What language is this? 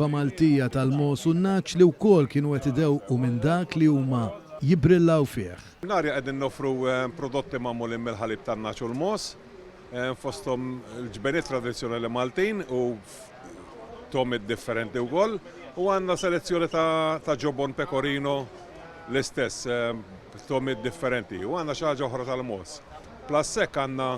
Maltese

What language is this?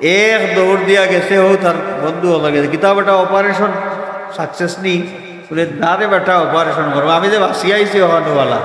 Sylheti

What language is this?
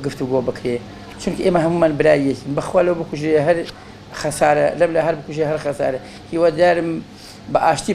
Central Kurdish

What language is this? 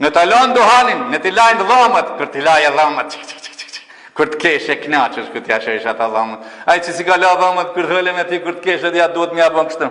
Albanian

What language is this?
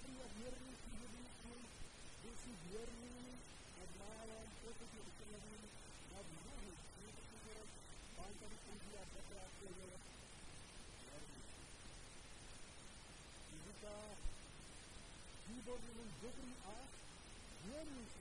Czech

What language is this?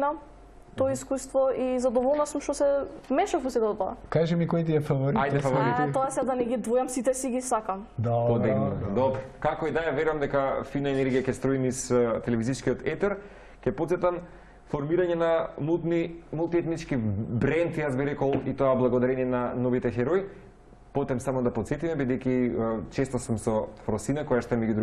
Macedonian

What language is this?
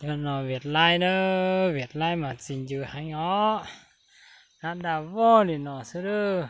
Hmong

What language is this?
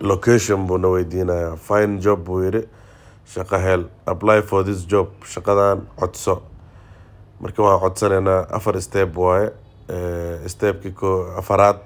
Somali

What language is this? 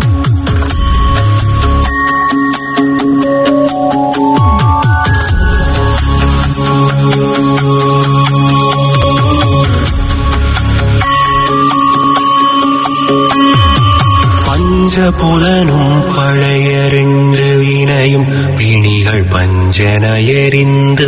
Tamil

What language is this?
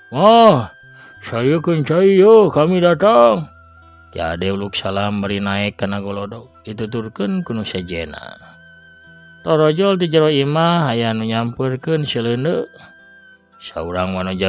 Sundanese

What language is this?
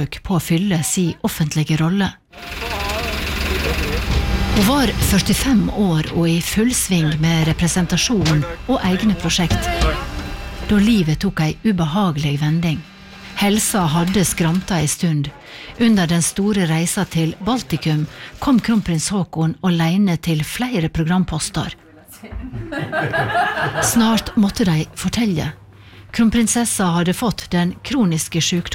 Norwegian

